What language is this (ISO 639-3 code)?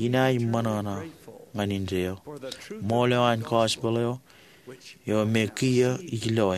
mah